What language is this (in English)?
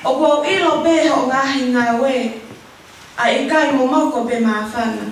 Tongan